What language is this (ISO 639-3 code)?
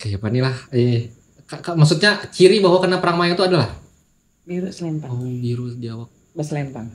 bjn